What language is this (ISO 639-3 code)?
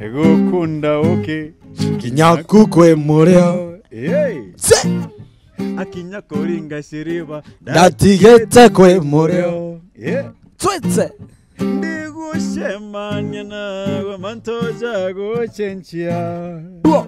mer